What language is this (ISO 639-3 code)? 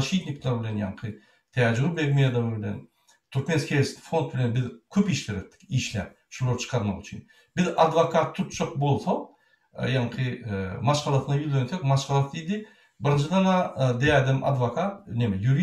tuk